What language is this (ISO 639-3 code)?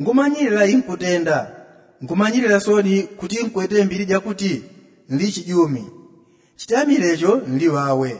yao